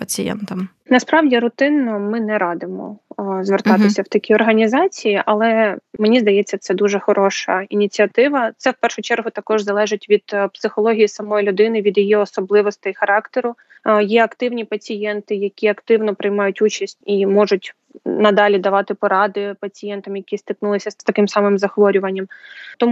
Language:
Ukrainian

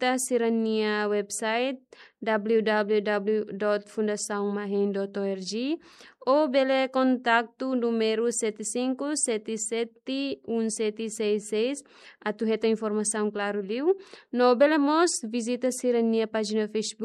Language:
Tetum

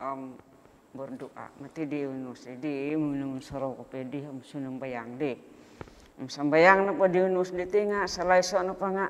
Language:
Central Dusun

